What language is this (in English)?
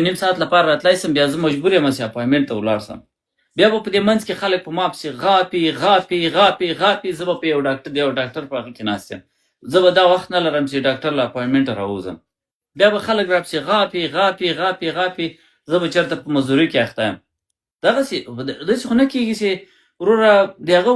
Pashto